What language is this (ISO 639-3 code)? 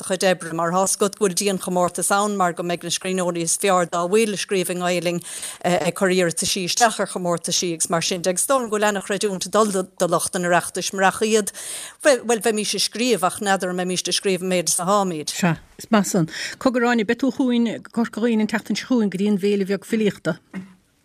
gle